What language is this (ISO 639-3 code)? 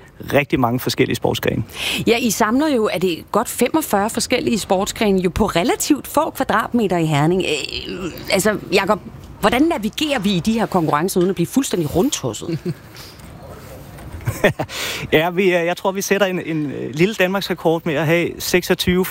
dan